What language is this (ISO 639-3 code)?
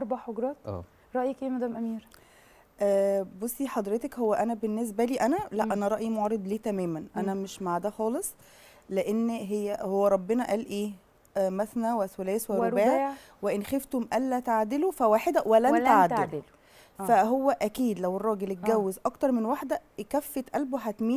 arz